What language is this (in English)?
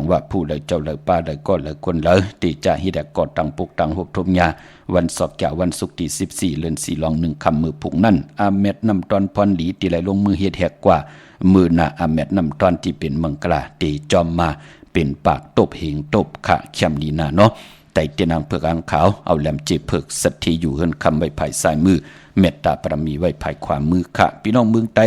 Shan